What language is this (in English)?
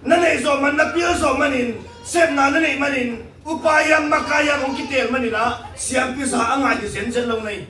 Tedim Chin